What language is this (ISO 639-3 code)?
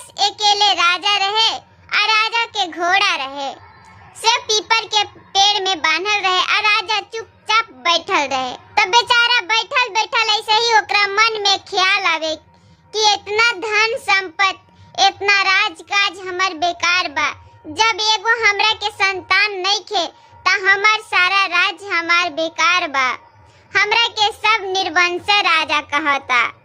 bho